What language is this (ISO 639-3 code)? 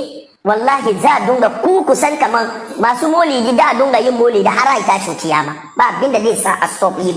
hau